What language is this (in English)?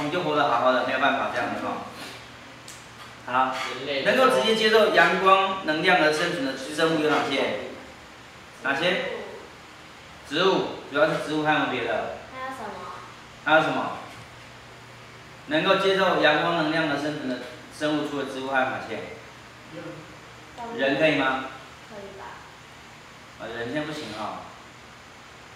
Chinese